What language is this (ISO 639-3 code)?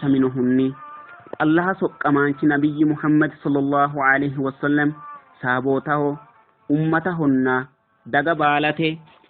sid